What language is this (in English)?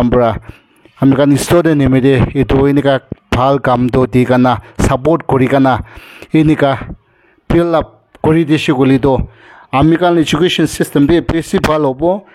Naga Pidgin